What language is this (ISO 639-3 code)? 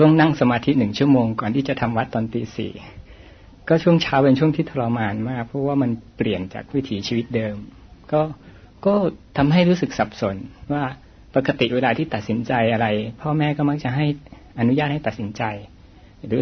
tha